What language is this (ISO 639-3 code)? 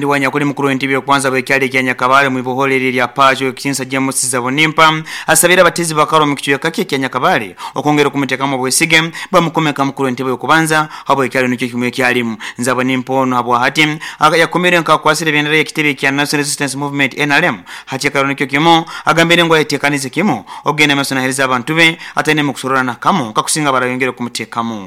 nyo